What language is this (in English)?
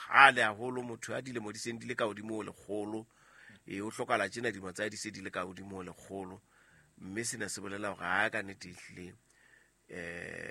Southern Sotho